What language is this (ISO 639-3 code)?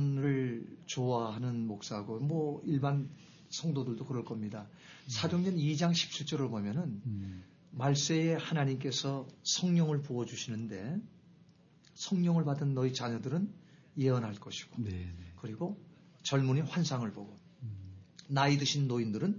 kor